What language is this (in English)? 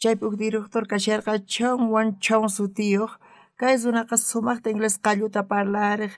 South Bolivian Quechua